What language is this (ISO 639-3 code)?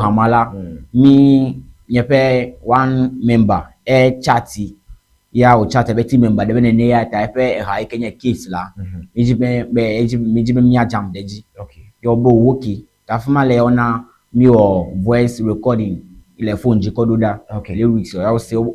ewe